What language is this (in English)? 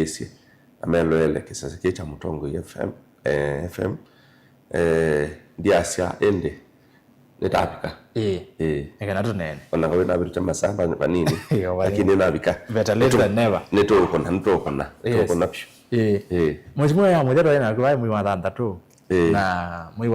Kamba